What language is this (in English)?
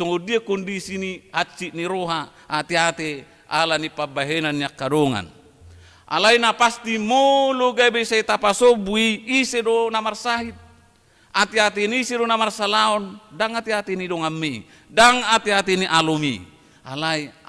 Batak Toba